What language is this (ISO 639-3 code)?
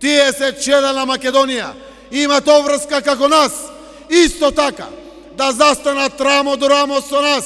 mkd